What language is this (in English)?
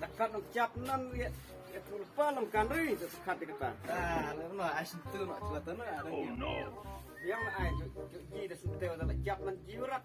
Khasi